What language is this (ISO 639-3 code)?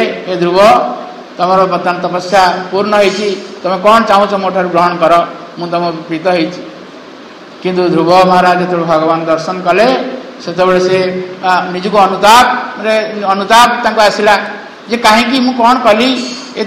ori